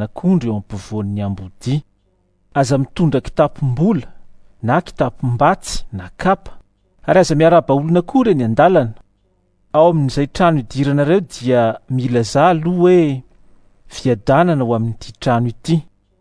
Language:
Malagasy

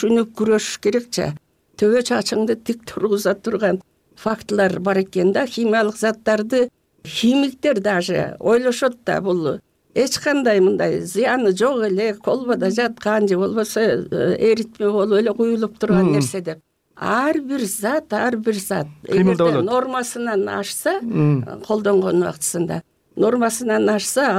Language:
Kyrgyz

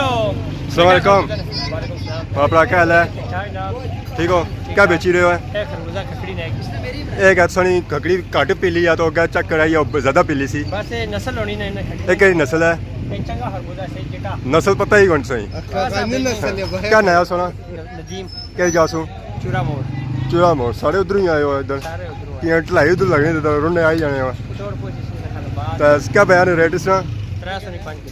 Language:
Pahari-Potwari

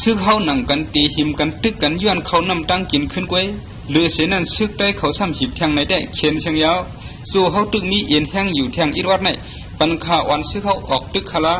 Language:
Shan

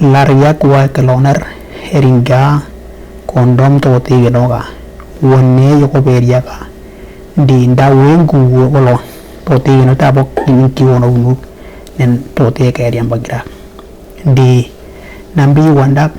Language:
Western Dani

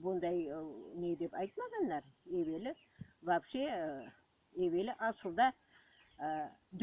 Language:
Crimean Tatar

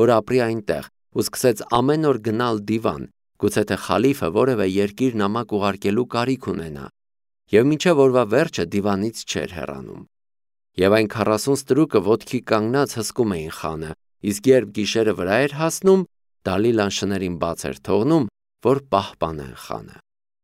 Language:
Armenian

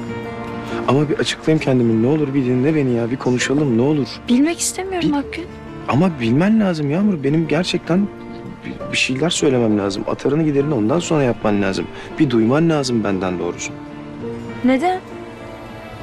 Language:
Turkish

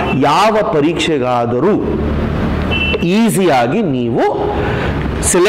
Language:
Kannada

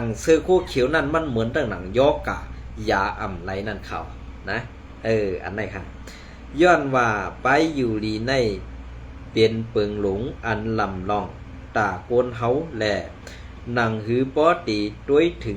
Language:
Shan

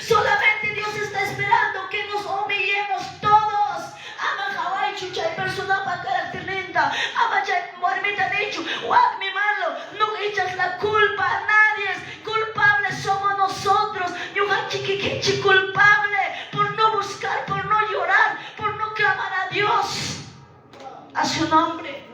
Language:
Quechua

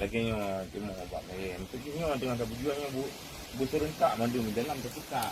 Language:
Achinese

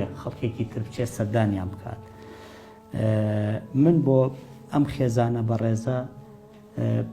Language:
Central Kurdish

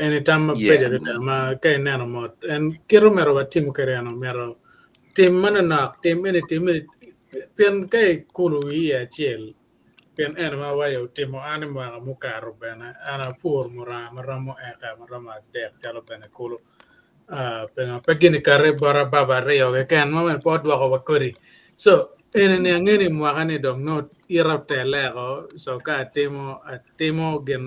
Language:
Acoli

